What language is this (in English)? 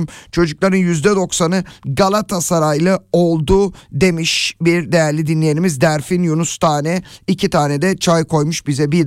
Turkish